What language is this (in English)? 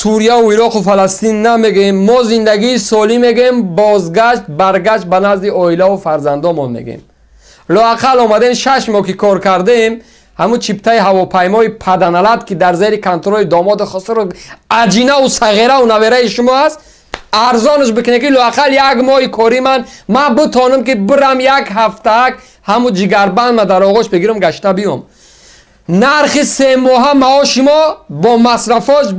Tajik